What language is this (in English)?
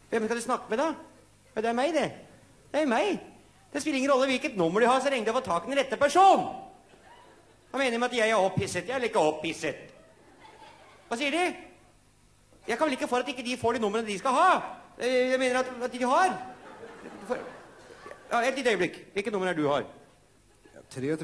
Norwegian